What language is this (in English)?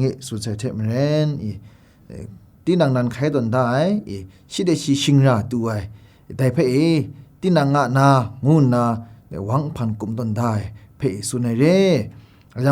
Kachin